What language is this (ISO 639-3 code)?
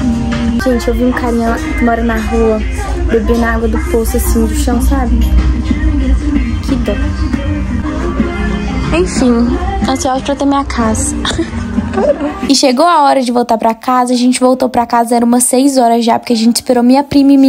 por